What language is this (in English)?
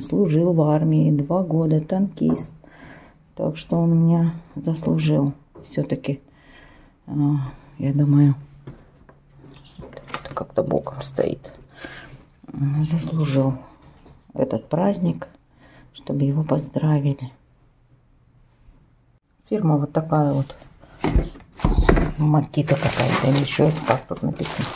Russian